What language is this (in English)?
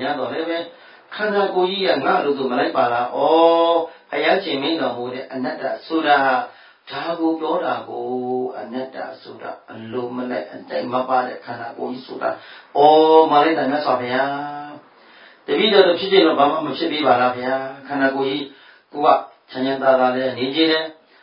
Burmese